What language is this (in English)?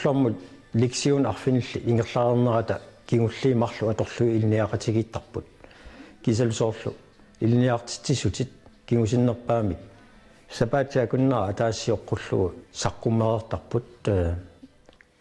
Kalaallisut